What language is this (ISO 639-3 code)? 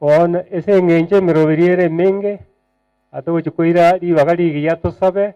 guz